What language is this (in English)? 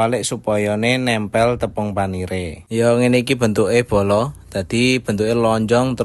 Javanese